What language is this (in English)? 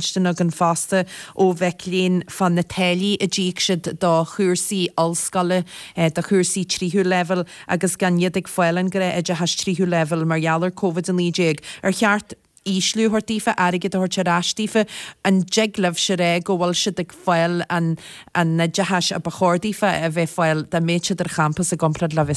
Irish